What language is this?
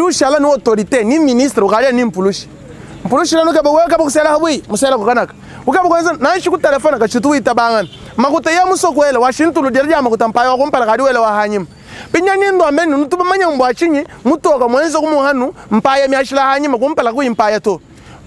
Luba-Lulua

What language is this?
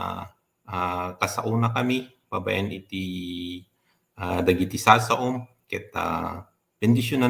Iloko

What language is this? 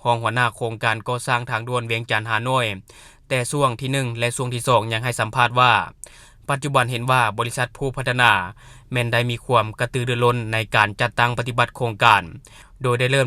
Lao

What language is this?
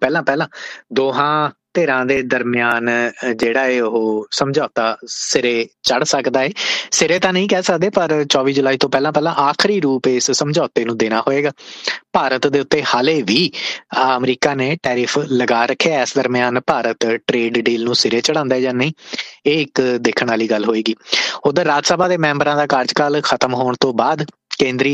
Punjabi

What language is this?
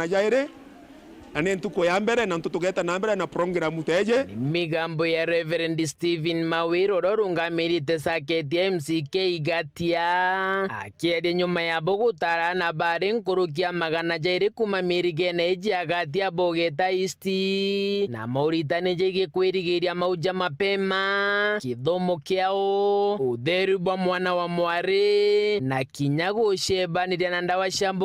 Meru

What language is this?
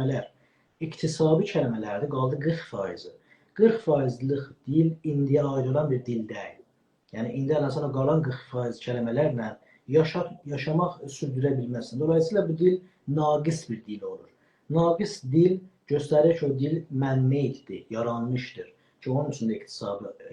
South Azerbaijani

